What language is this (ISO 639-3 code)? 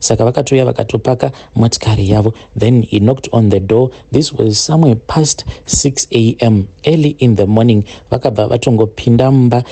sna